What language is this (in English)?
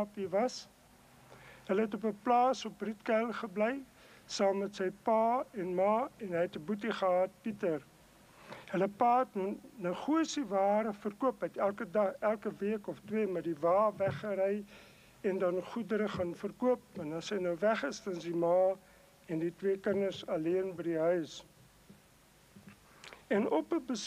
Afrikaans